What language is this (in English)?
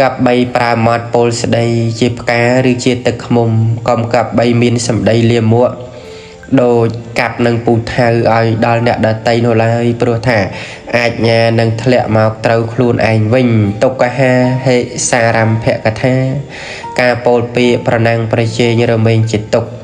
Khmer